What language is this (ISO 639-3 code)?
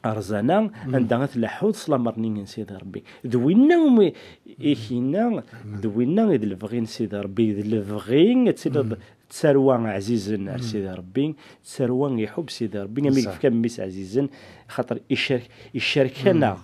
kab